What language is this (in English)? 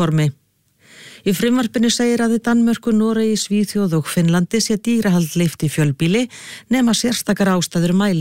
Icelandic